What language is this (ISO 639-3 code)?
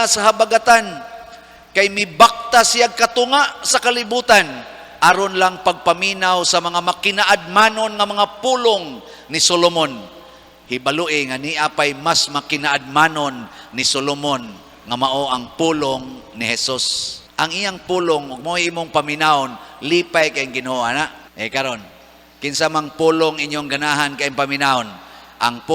ceb